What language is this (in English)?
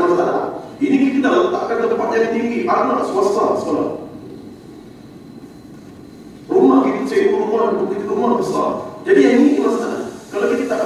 Malay